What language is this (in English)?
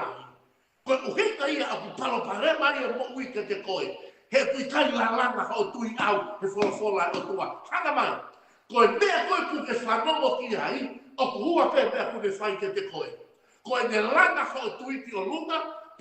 Tongan